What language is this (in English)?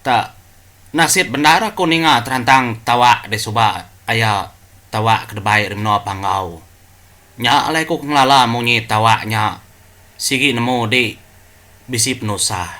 Iban